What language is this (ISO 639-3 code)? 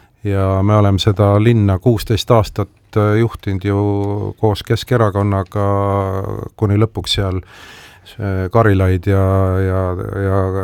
est